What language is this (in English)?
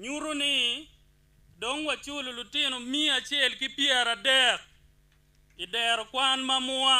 Acoli